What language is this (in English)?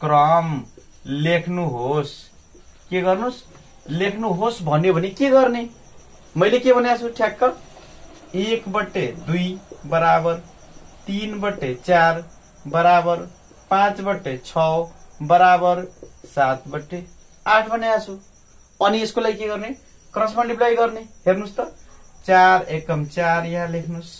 Nepali